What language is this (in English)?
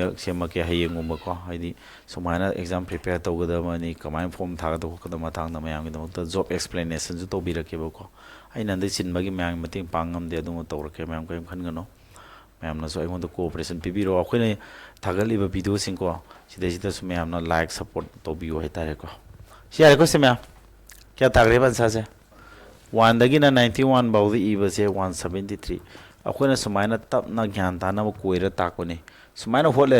Manipuri